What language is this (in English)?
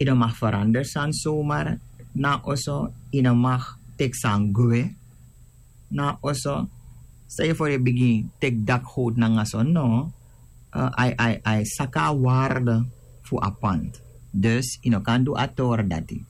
Sranan Tongo